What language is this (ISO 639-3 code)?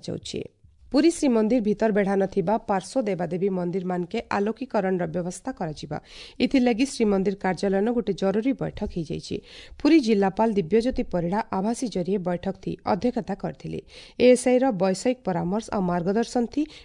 ori